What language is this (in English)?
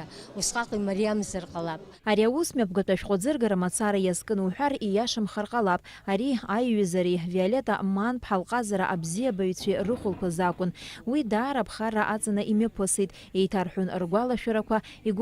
Abkhazian